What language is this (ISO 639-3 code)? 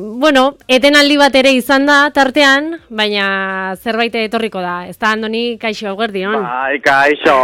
eus